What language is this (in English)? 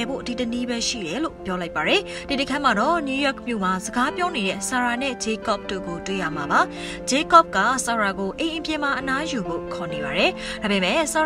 Burmese